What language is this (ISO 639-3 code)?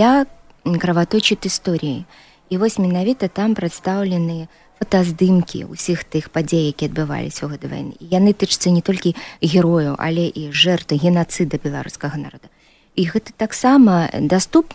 bel